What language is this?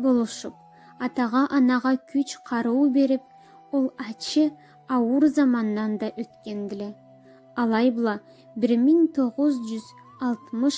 Karachay-Balkar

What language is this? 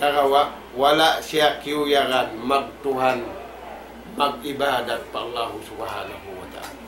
Tausug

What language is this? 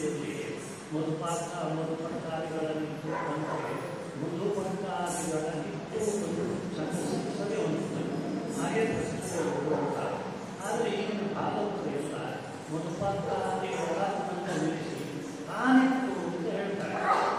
Kannada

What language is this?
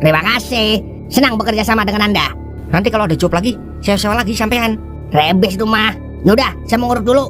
Betawi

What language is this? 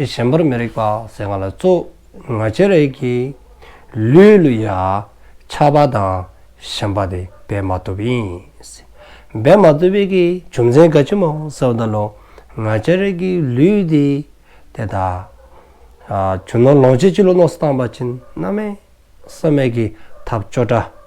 Dzongkha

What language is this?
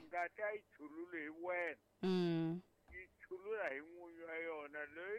Tsonga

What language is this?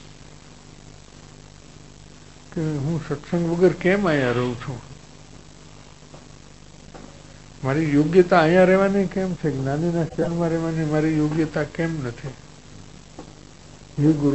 Gujarati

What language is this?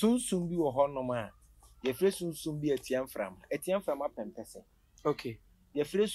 Akan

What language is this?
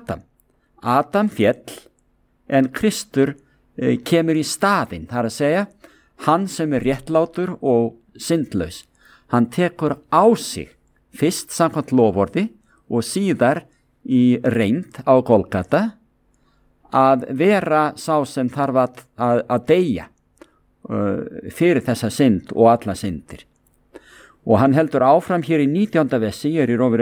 Icelandic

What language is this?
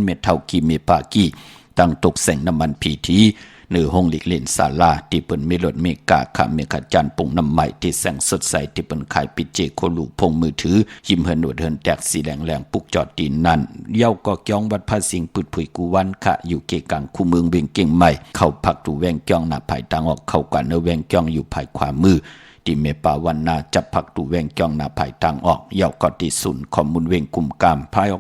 Shan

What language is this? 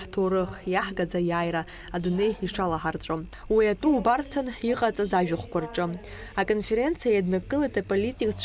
Abkhazian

